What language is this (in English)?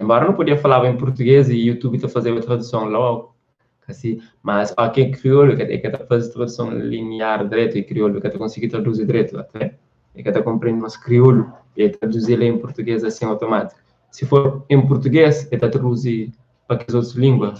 Kabuverdianu